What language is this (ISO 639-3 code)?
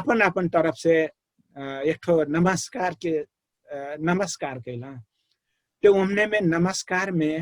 thl